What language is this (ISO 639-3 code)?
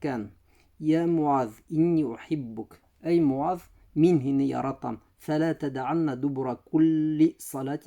bak